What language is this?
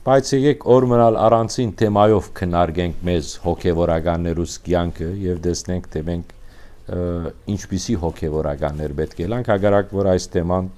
Western Armenian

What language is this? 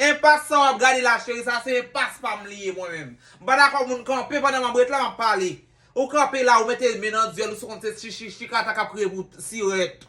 Haitian Creole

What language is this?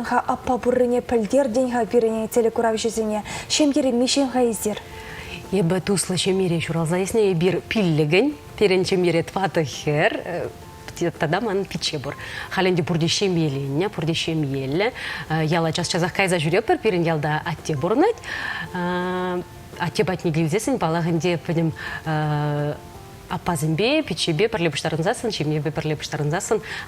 Chuvash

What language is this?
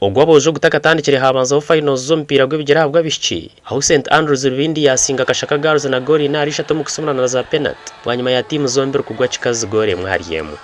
Nyankole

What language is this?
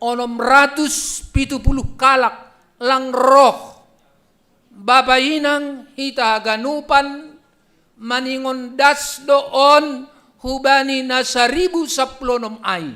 Batak Simalungun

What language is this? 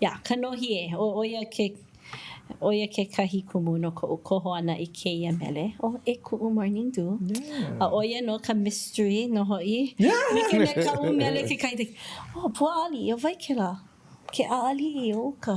Hawaiian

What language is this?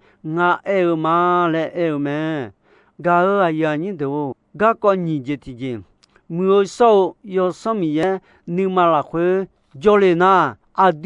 Akha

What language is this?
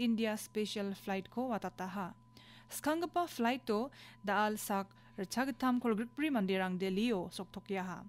Garo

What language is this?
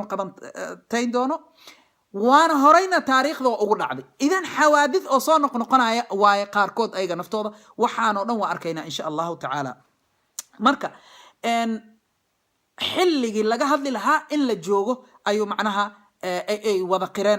Somali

